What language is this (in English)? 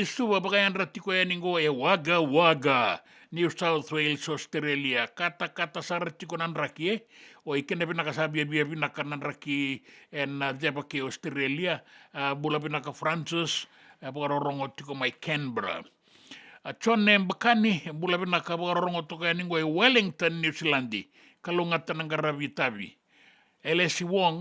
Fijian